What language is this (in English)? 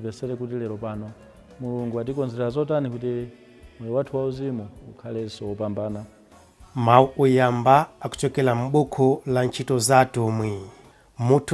Nyanja